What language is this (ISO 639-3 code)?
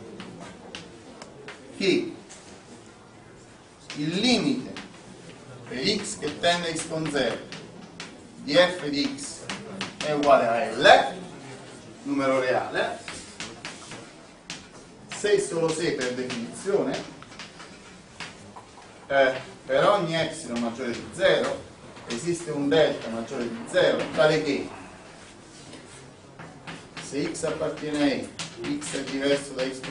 ita